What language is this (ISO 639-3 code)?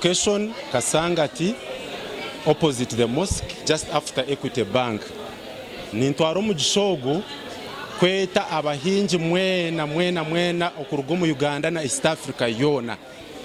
nyn